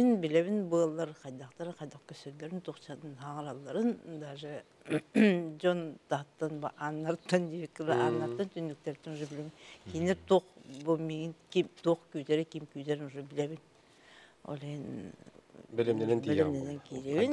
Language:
Yakut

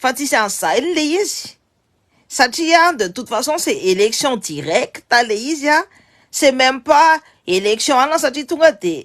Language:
Malagasy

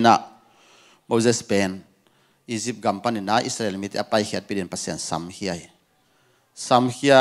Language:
Tedim Chin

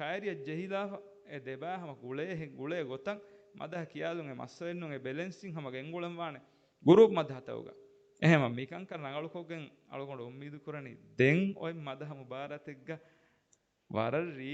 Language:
Divehi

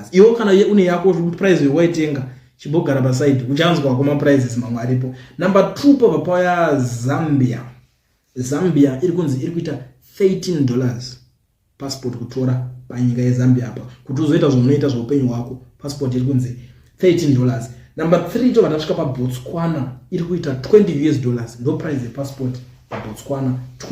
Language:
Shona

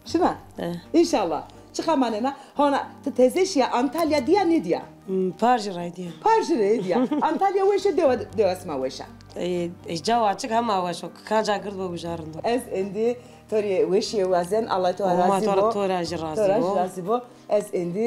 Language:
Zaza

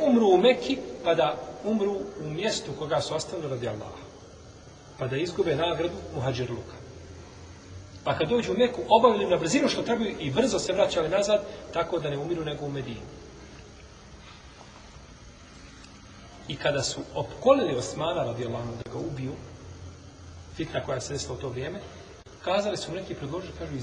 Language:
Bosnian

